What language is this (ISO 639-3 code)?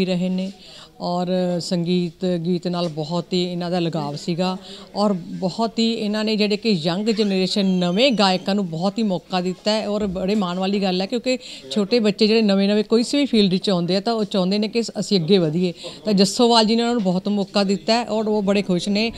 pan